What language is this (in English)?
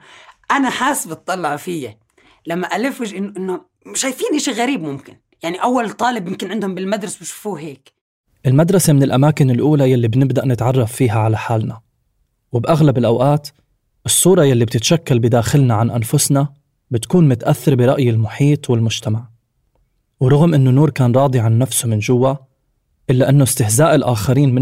North Levantine Arabic